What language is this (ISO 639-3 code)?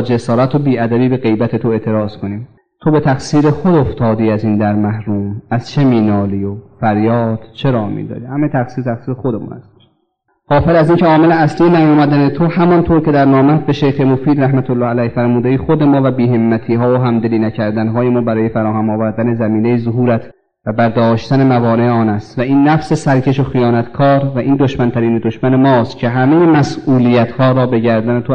fas